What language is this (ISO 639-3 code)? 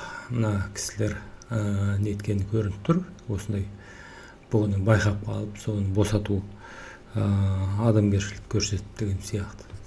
kaz